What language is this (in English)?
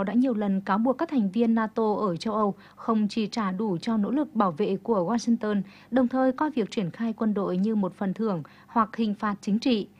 Vietnamese